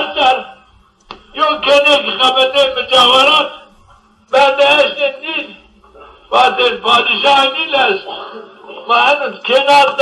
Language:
Zaza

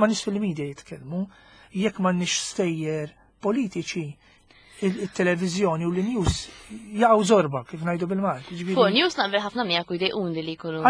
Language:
Maltese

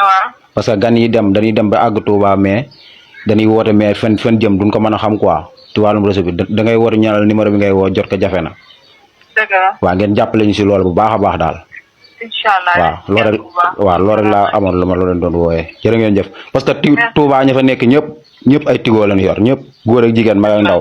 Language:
Wolof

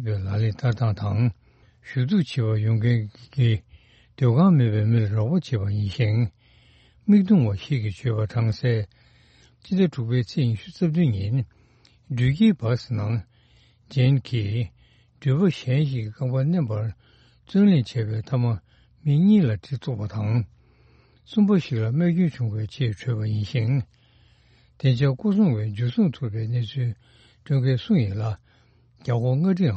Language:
Tibetan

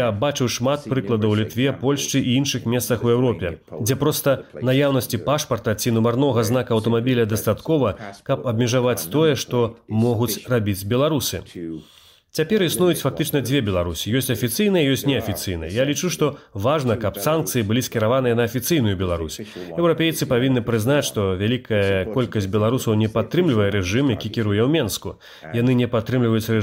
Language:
Belarusian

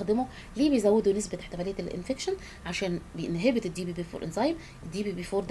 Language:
Egyptian Arabic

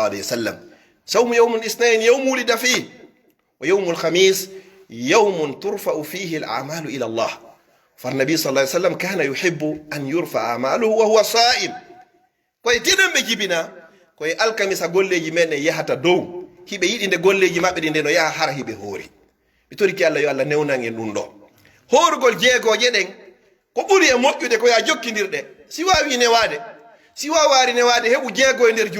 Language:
Pular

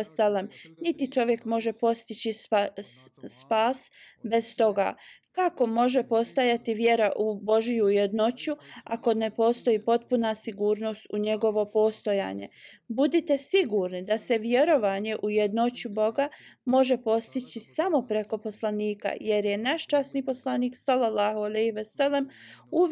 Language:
Bosnian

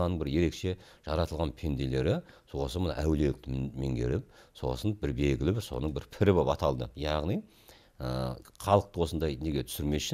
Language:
Kazakh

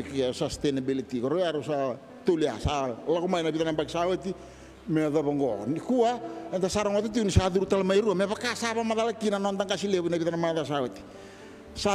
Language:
Fijian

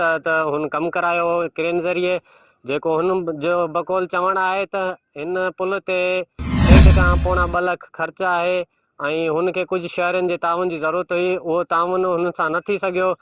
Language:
Sindhi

